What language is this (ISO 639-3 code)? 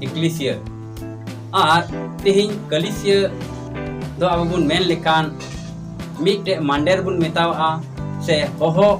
sat